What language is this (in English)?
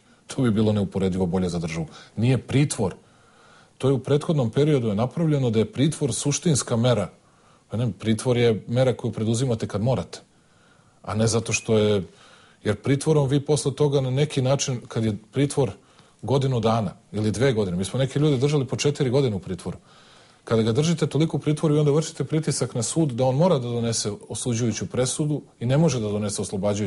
Serbian